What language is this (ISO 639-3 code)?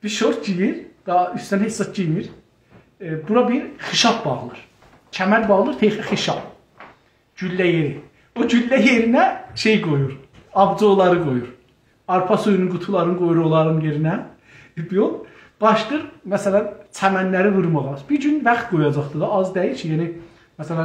azb